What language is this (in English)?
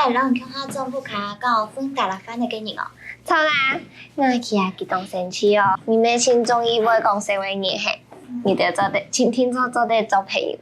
Hakka Chinese